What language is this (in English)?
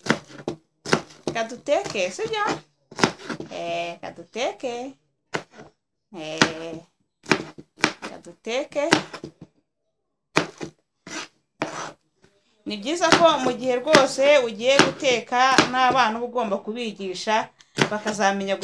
Kinyarwanda